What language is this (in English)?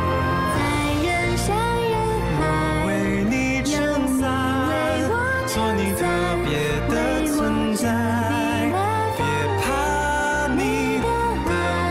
Thai